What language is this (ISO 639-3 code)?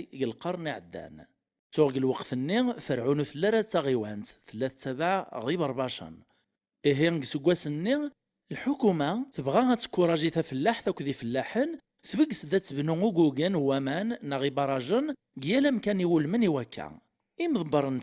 kab